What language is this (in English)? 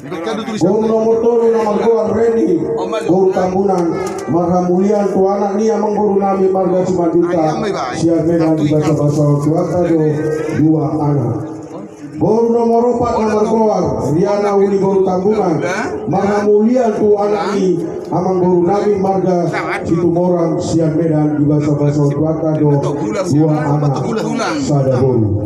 Batak Toba